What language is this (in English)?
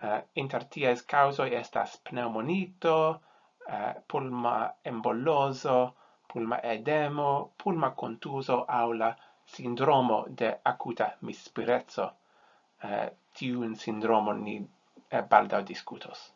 Esperanto